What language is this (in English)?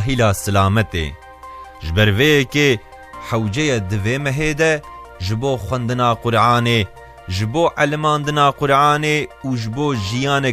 Kurdish